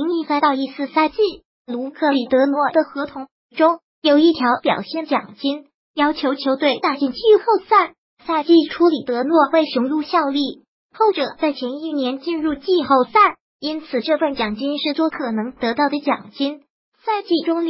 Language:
Chinese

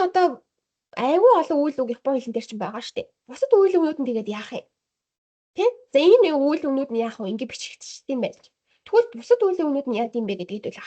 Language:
Mongolian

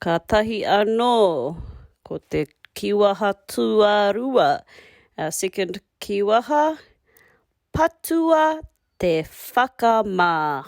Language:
Māori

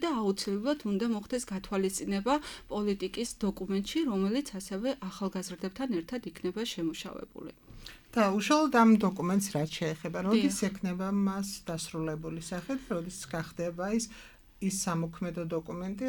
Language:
Georgian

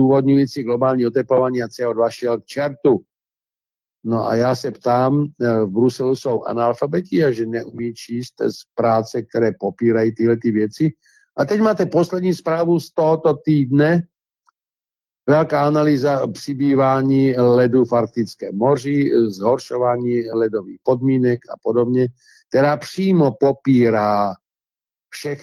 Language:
Czech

